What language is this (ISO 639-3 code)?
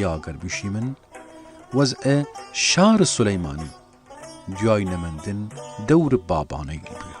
sdh